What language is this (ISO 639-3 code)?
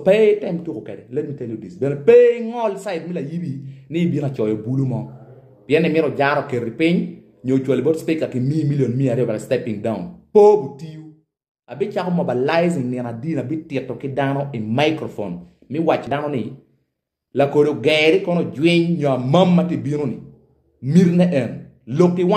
ach